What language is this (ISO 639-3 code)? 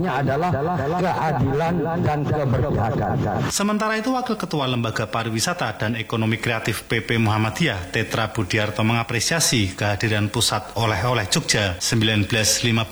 ind